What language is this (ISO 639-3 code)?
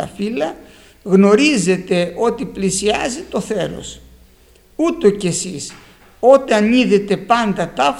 ell